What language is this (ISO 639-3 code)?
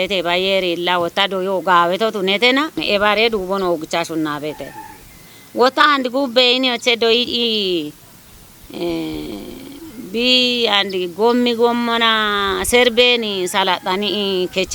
kbr